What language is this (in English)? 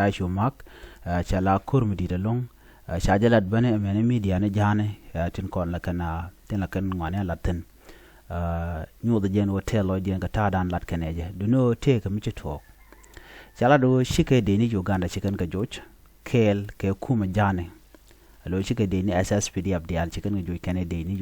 Nuer